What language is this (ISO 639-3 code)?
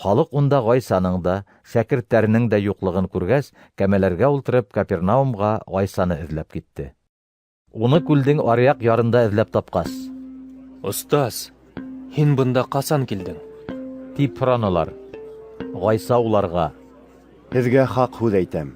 bak